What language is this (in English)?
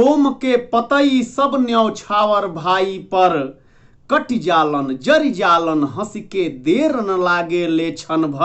Bhojpuri